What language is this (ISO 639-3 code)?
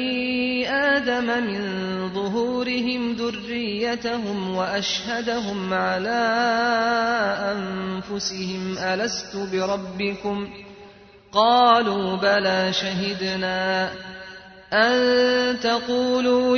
ara